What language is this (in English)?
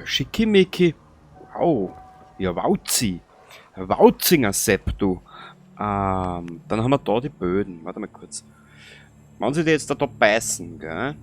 Bavarian